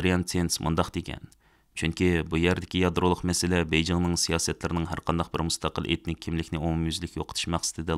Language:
Uyghur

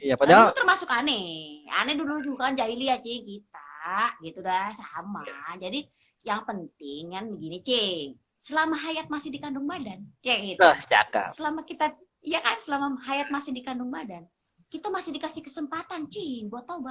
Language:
Betawi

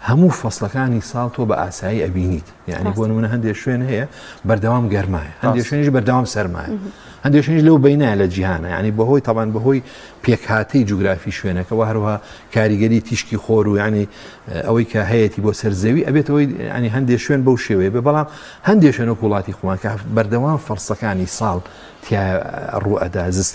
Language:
Central Kurdish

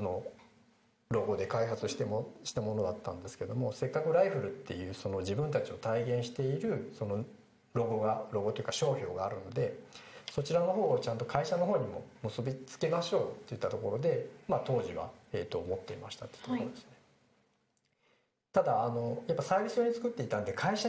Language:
Japanese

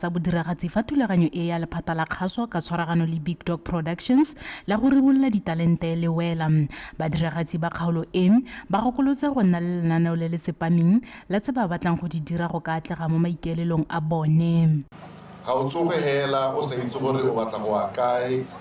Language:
Tswana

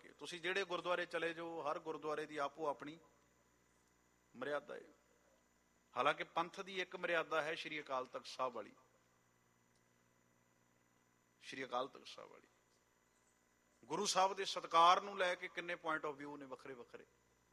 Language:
Punjabi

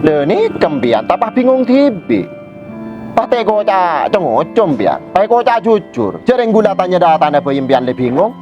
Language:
Madurese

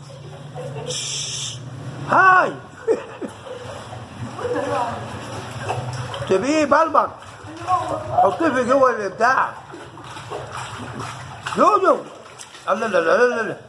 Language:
Egyptian Arabic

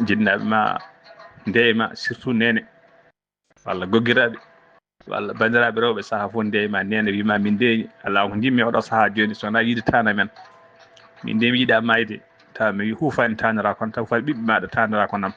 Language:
Fula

